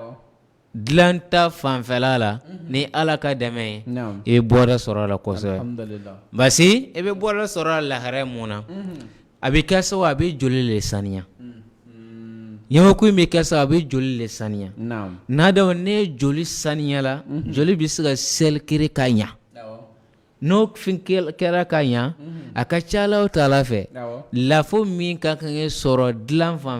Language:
Bambara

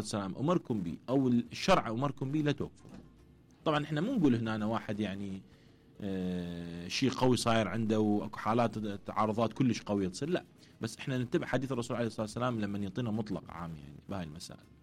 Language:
Mesopotamian Arabic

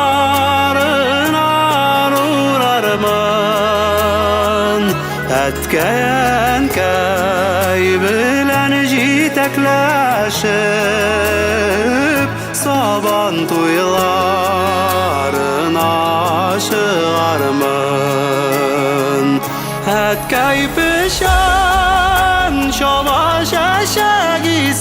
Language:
Bashkir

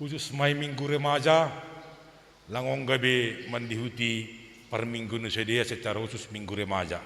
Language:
Batak Simalungun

